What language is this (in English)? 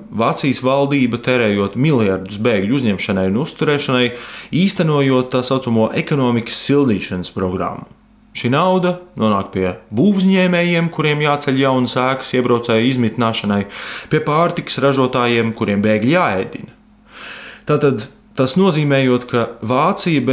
Latvian